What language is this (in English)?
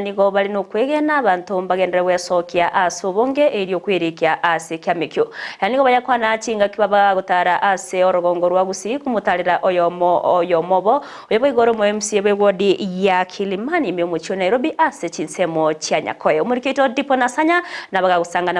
Gusii